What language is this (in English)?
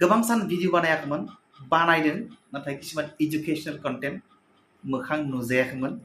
Bodo